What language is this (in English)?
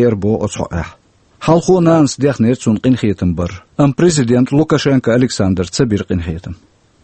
Chechen